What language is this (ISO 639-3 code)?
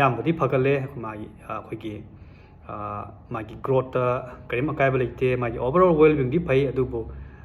mni